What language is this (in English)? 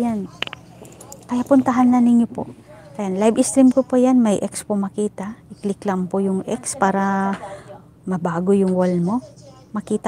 Filipino